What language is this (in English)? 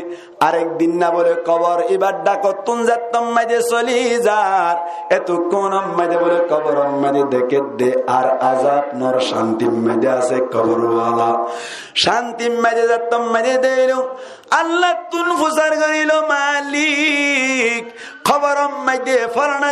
Rohingya